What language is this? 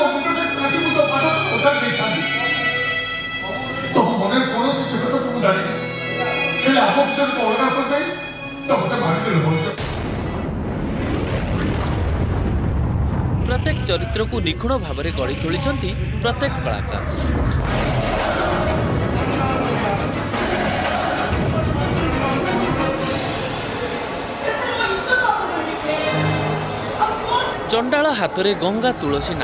Odia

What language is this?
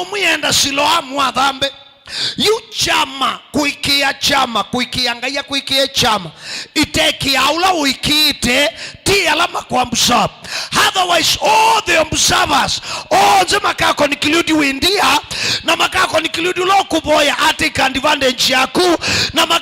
Kamba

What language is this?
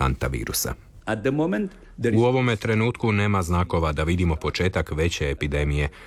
Croatian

